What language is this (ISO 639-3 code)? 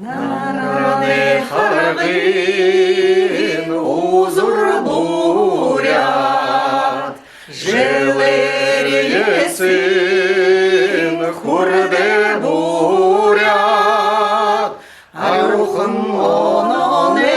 bua